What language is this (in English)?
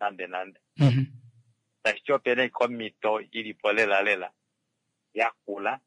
Kuanyama